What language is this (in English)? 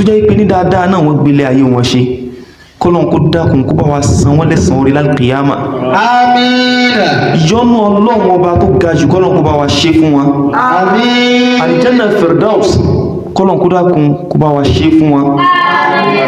Yoruba